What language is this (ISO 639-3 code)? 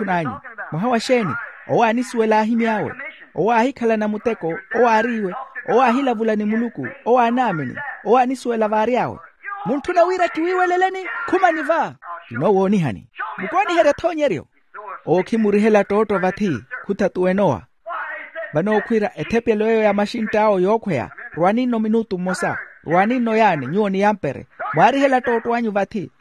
vmw